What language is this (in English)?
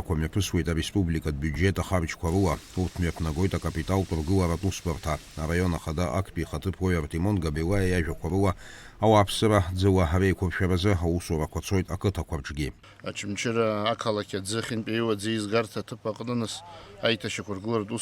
Abkhazian